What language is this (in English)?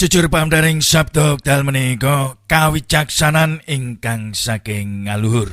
Javanese